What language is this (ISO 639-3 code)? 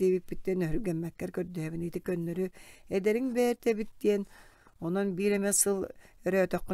sah